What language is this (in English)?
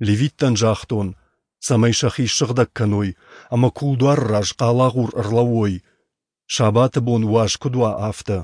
Ossetic